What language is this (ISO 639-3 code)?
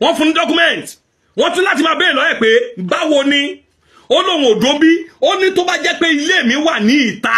yor